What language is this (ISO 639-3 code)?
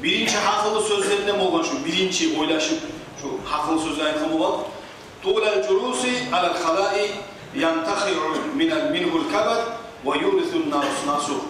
kum